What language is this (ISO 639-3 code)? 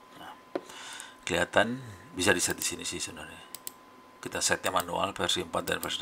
ind